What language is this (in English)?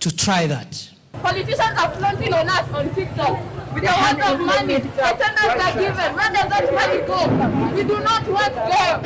Kamba